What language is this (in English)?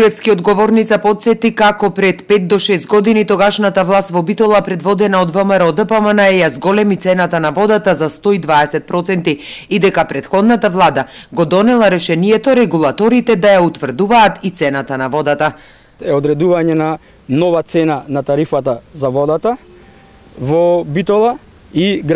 Macedonian